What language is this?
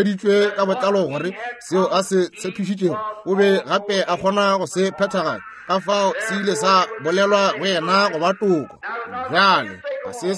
Northern Sotho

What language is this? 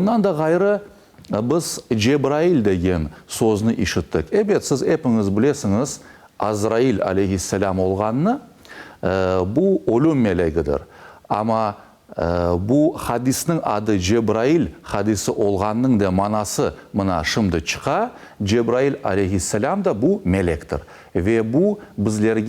Crimean Tatar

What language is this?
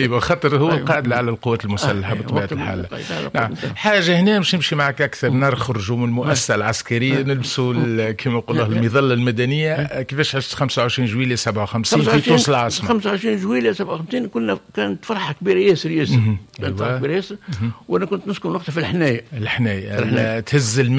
Tunisian Arabic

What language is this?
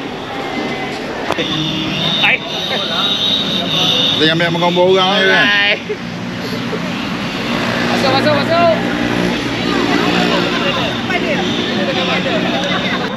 Malay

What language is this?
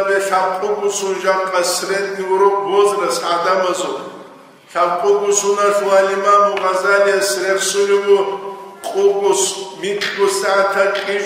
Avaric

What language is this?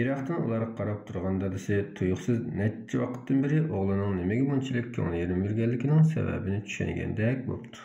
Uyghur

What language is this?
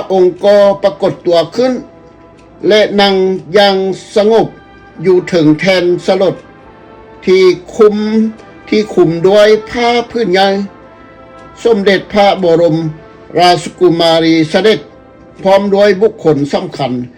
Lao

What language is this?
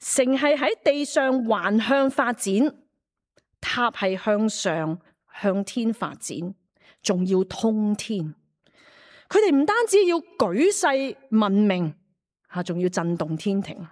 Cantonese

